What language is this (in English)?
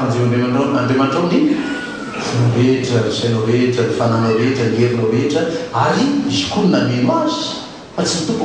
Malagasy